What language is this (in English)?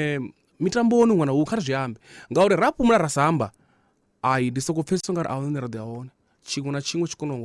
Venda